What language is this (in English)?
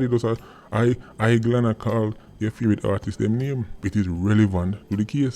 Jamaican Creole English